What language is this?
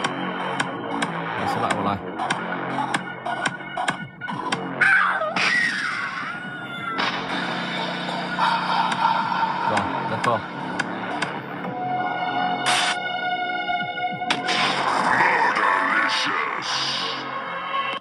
Vietnamese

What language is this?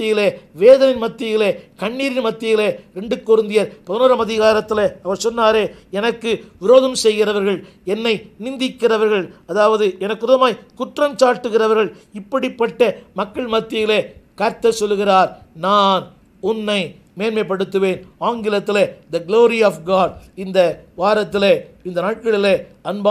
Tamil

